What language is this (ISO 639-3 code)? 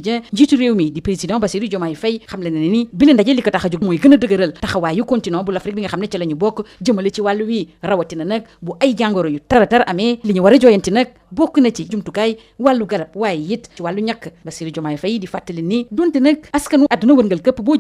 wol